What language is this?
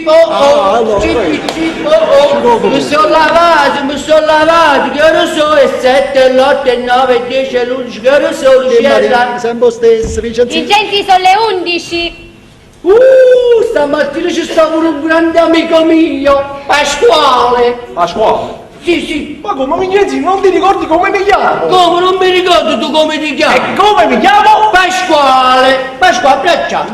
Neapolitan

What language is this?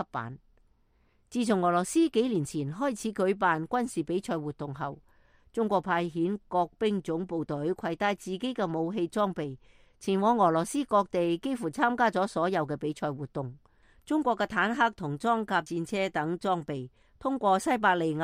Cantonese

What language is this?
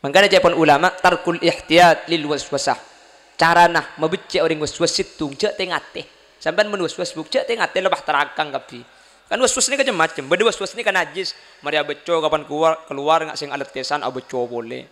Madurese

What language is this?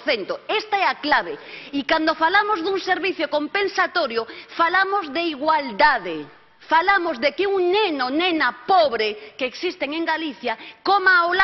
Galician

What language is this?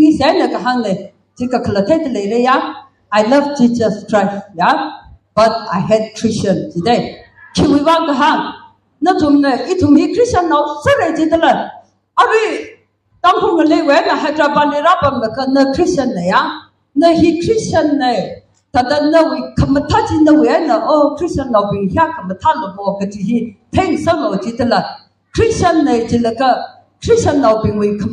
Tangkhul Naga (India)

